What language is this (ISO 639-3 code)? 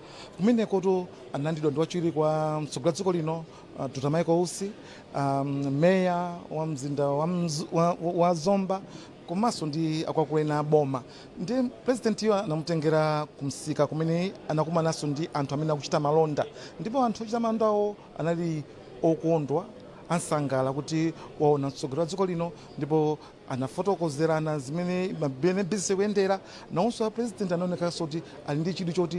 nya